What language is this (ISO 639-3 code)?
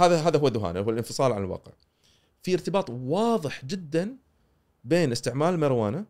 afb